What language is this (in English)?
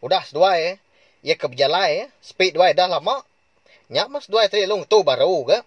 Iban